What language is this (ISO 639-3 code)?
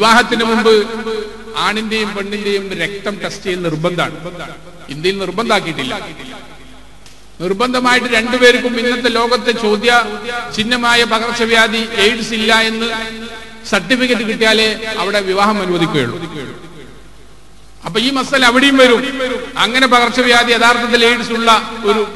mal